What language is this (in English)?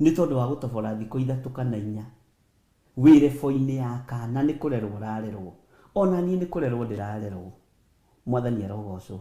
Kikuyu